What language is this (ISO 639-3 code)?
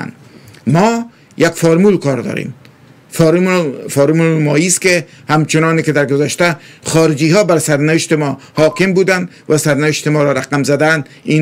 fas